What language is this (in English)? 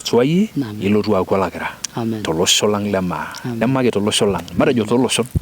Masai